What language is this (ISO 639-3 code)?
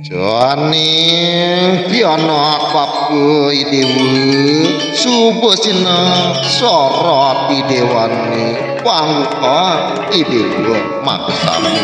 ban